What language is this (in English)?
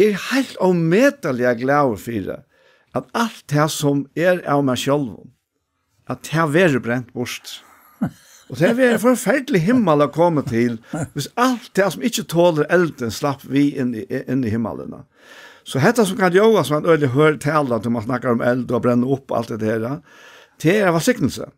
Faroese